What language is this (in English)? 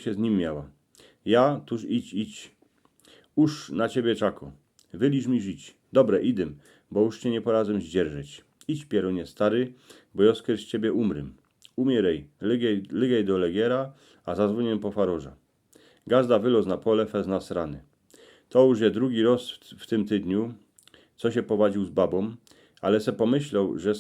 Silesian